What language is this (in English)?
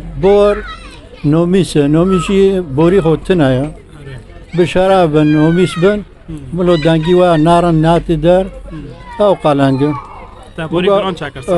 Kurdish